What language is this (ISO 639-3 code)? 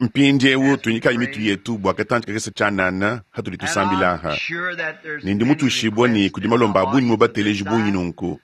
lua